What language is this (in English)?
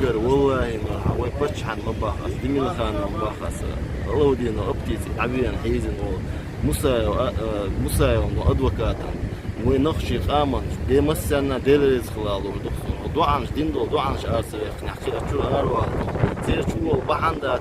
Chechen